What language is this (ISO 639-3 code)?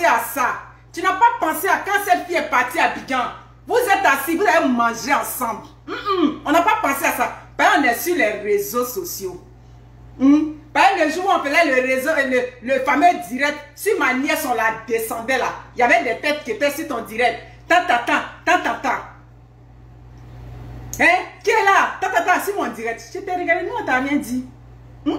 fra